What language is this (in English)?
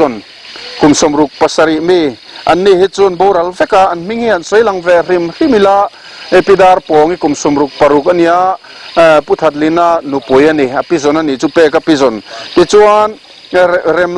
Mizo